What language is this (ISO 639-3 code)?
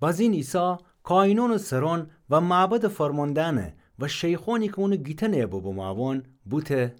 glk